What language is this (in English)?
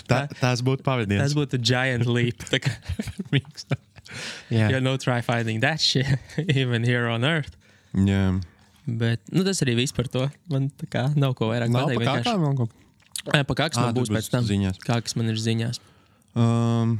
Latvian